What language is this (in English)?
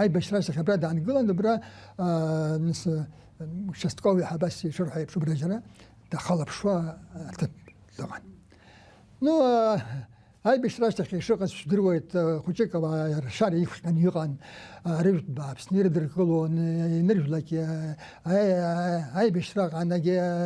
Abkhazian